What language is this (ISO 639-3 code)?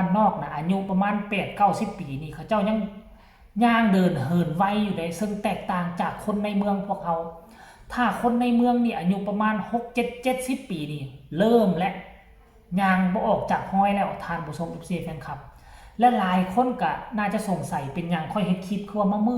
tts